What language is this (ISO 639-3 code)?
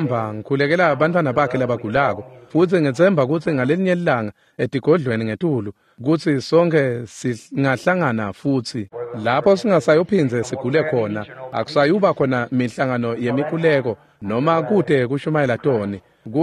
ssw